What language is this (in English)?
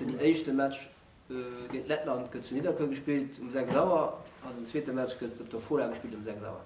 Luxembourgish